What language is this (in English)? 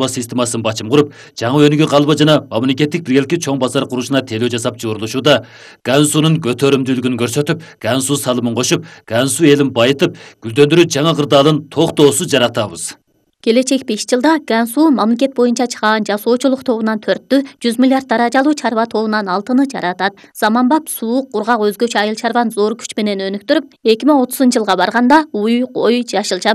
Kyrgyz